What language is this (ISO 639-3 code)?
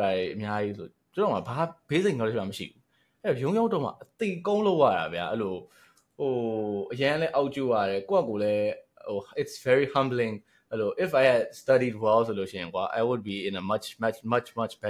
mya